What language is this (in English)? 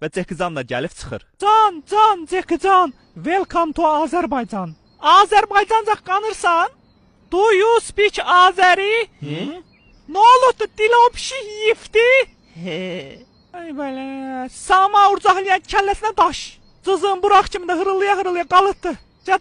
Azerbaijani